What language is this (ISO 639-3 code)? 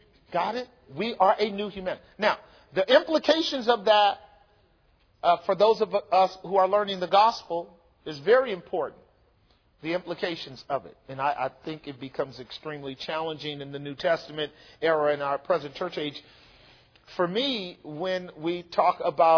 eng